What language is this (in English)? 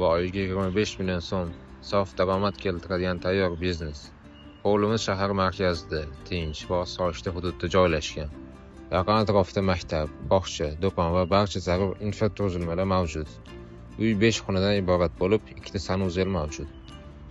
Uzbek